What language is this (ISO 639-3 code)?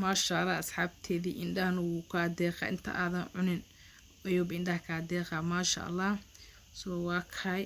som